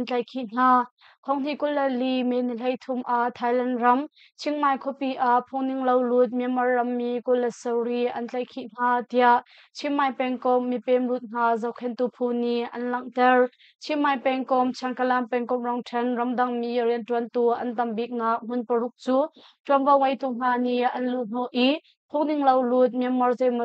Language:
Hakha Chin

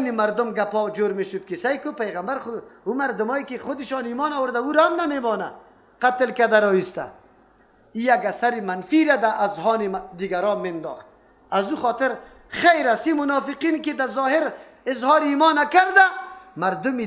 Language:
Persian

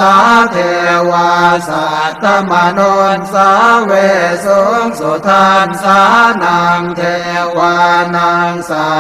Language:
Pali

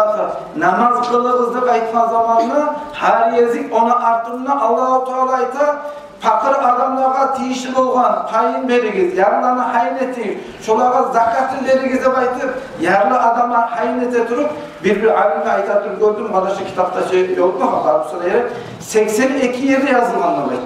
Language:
Kumyk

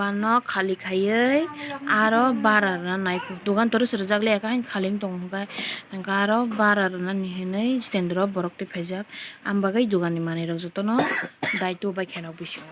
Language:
Kok Borok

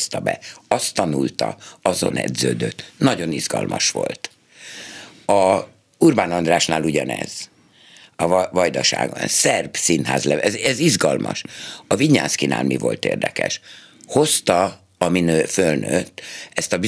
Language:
Hungarian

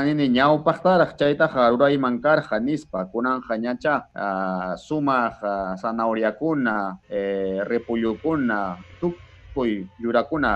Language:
Ayacucho Quechua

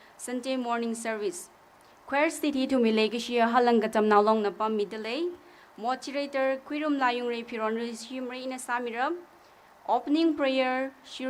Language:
Tangkhul Naga (India)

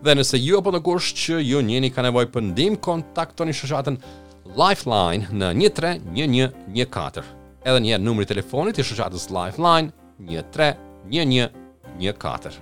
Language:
Albanian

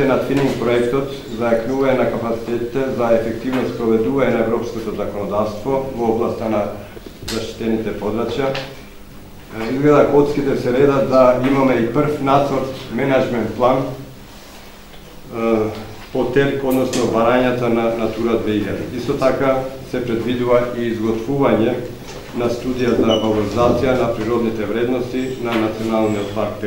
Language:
Macedonian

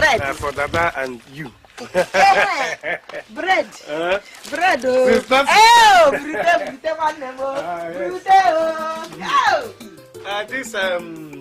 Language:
Nigerian Pidgin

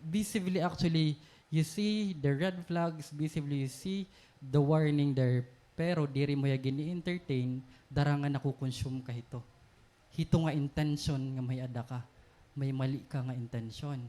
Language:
Waray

